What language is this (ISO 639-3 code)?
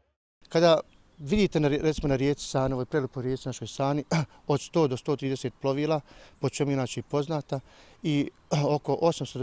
bos